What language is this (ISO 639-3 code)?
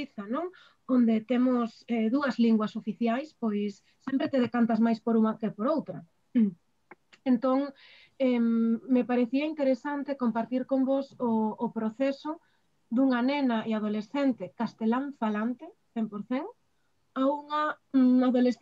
glg